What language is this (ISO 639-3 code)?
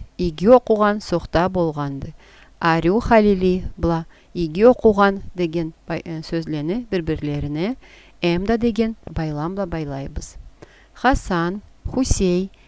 krc